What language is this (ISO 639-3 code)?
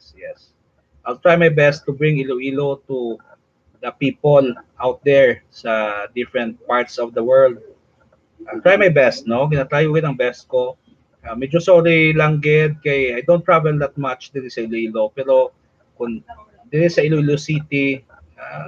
hil